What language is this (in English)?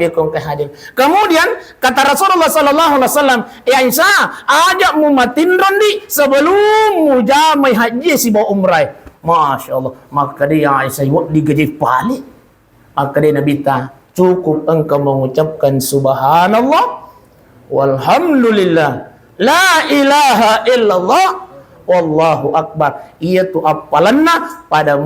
Buginese